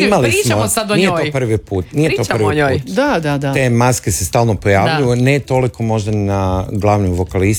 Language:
Croatian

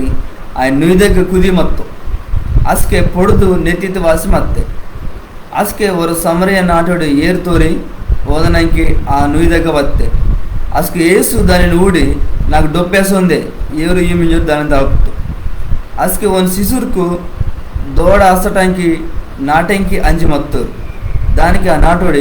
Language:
Koya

